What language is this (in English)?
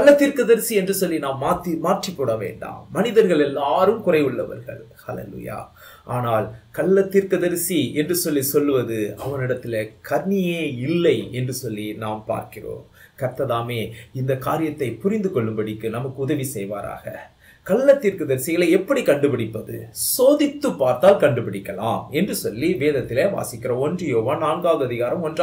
Tamil